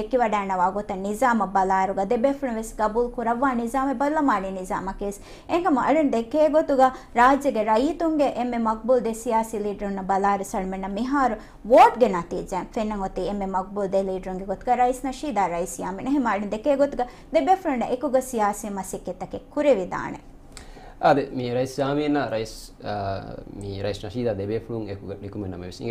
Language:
Divehi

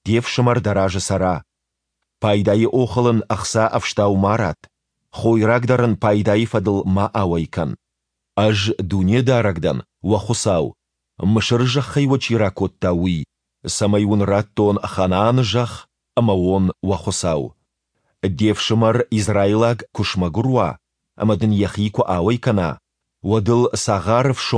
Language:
Ossetic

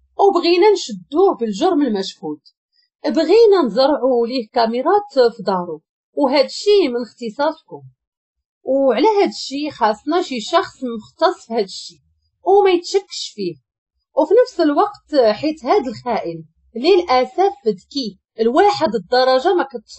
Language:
Moroccan Arabic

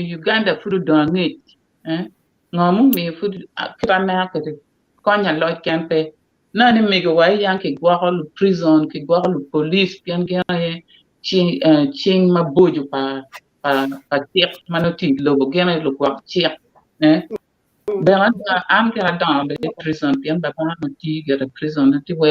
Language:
Acoli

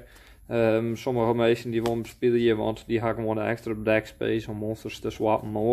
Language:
Western Frisian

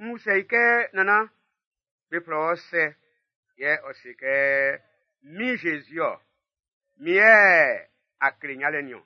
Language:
Baoulé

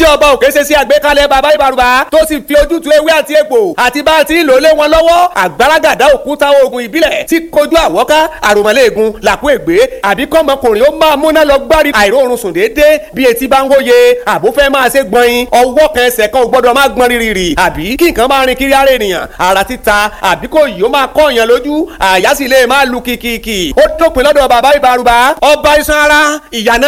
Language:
Yoruba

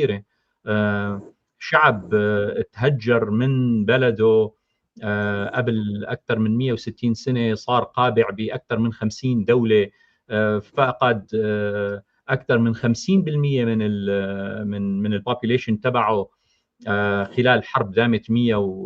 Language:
North Levantine Arabic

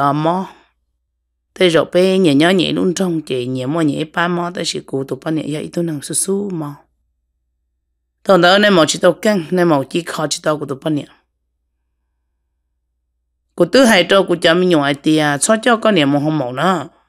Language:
Vietnamese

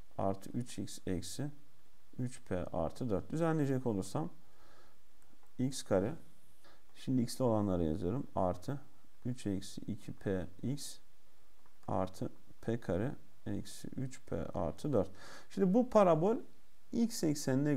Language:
Turkish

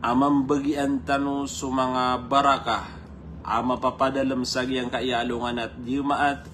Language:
Maranao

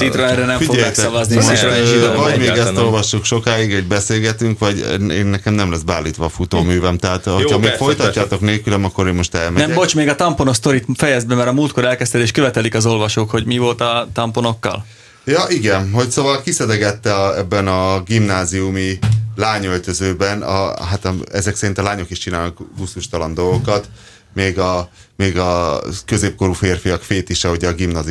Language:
Hungarian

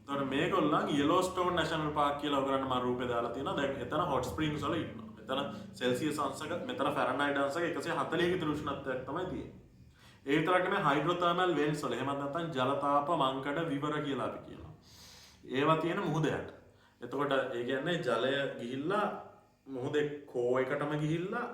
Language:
Sinhala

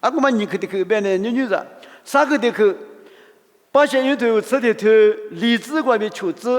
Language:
Lisu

